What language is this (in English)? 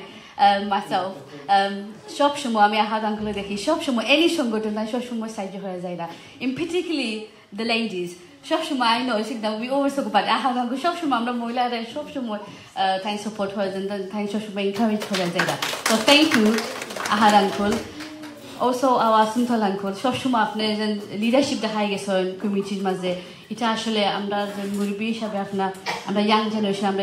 Sylheti